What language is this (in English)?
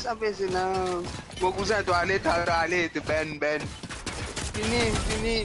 Morisyen